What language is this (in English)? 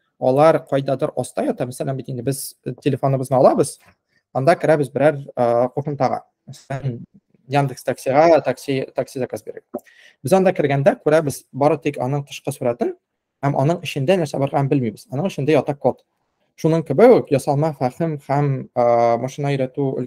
Tatar